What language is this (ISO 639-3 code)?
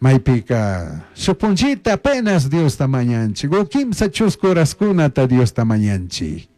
qug